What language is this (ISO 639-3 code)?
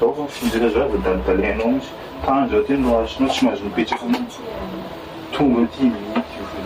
mlg